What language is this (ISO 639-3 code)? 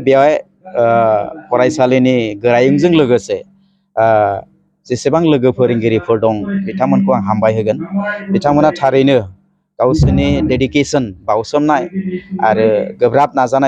brx